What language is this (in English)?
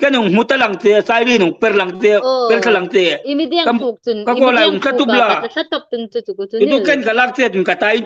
Hmar